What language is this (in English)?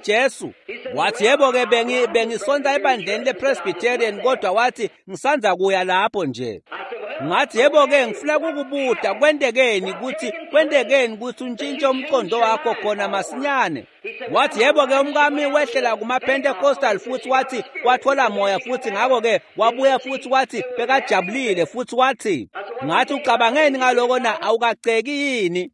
Swati